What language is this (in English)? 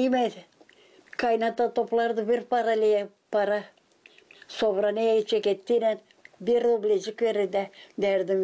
Gagauz